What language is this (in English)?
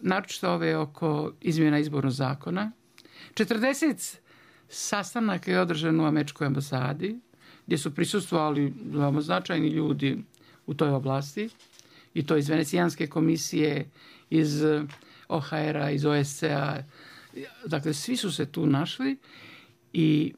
Bosnian